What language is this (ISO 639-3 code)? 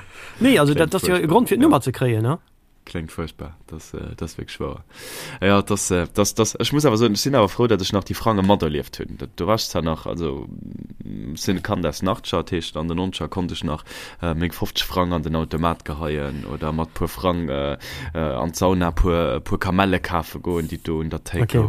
ltz